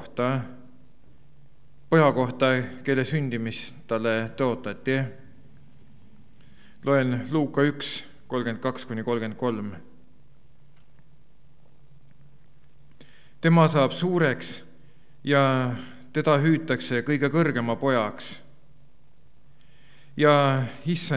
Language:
Estonian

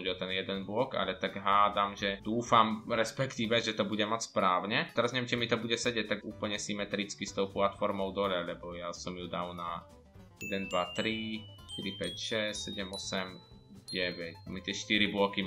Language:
Slovak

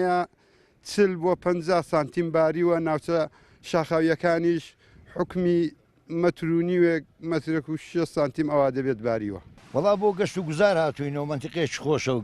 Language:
Central Kurdish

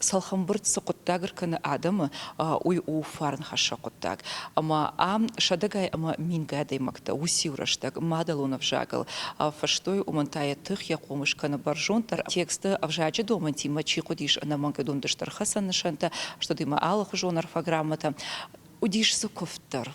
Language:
Ossetic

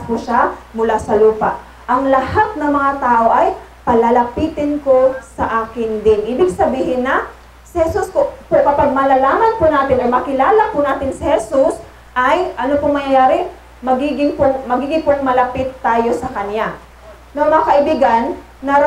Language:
Filipino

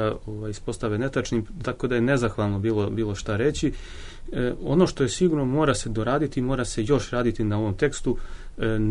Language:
Serbian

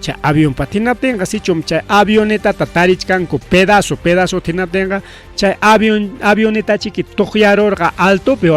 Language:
Ayacucho Quechua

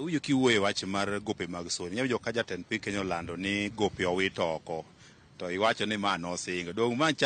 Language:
Luo (Kenya and Tanzania)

